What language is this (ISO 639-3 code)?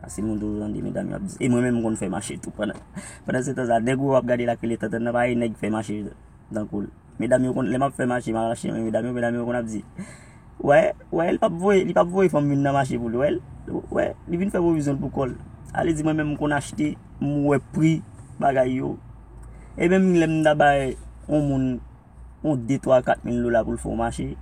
hat